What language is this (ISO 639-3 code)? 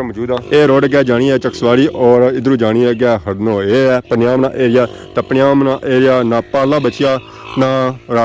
phr